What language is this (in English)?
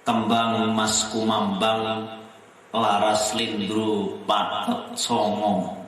Javanese